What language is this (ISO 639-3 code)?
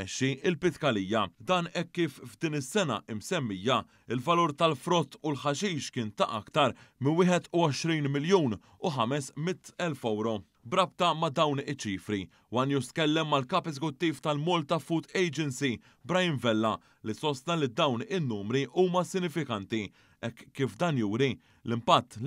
mlt